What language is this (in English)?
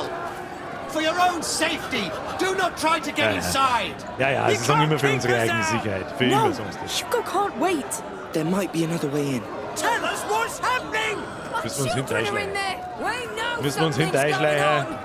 Bavarian